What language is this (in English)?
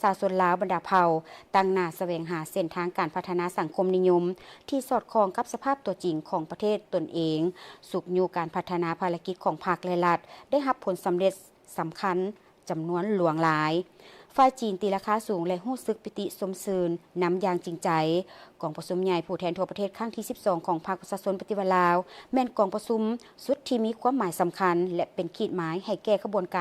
Lao